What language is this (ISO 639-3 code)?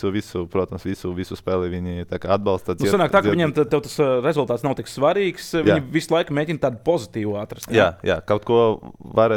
lav